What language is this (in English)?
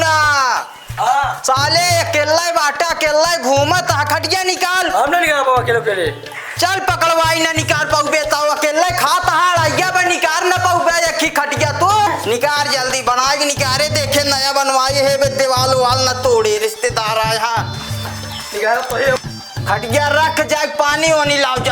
Awadhi